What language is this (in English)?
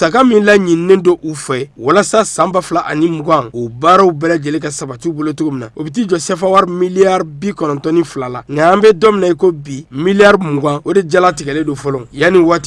Bambara